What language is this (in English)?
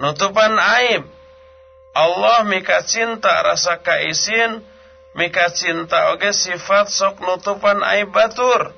Sundanese